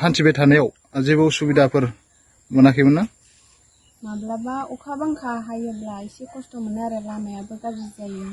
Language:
Bodo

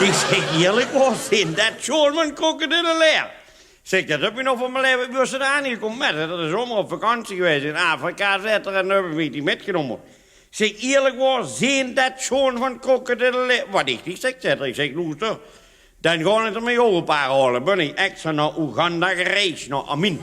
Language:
Limburgish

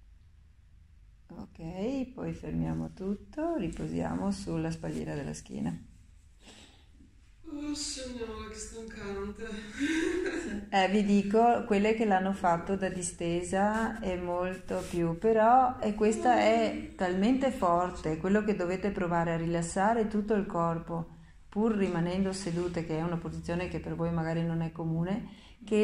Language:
Italian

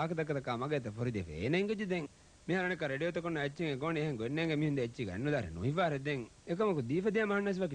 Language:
Divehi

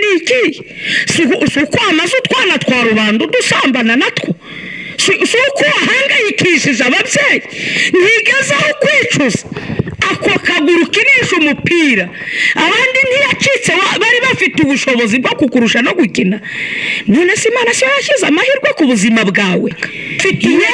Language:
Kinyarwanda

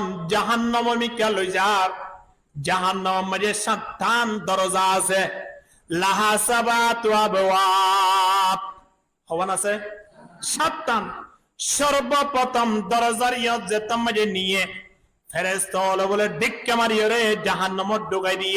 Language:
Rohingya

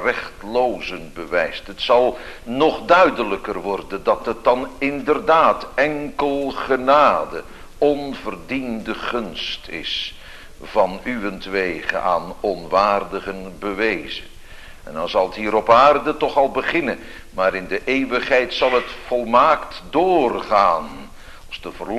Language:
Dutch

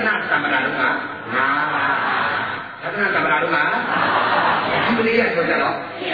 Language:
Burmese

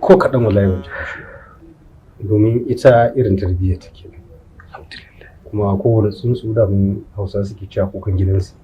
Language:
Hausa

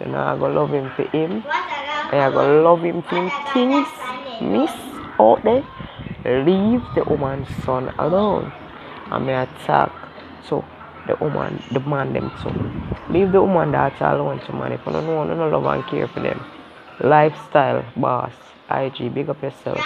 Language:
Jamaican Creole English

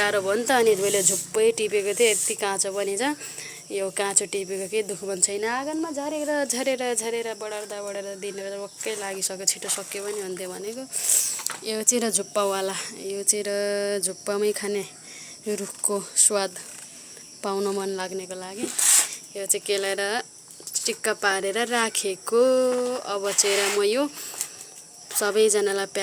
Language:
Nepali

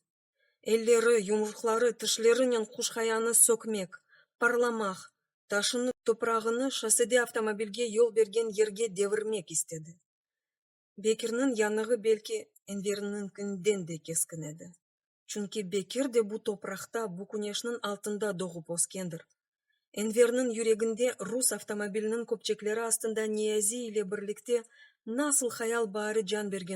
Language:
Crimean Tatar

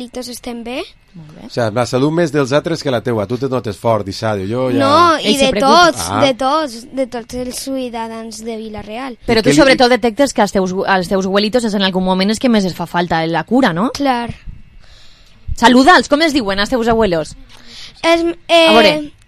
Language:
Catalan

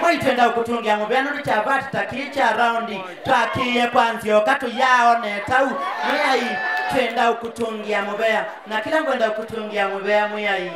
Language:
Kamba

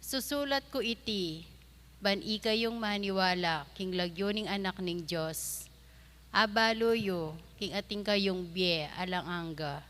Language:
Pampanga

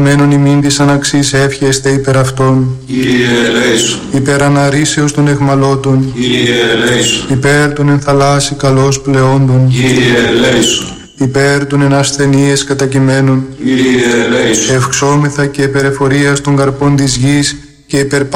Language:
Greek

